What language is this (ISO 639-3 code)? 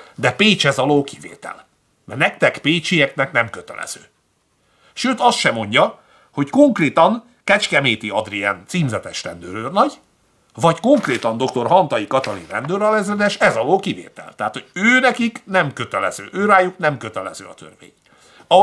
hun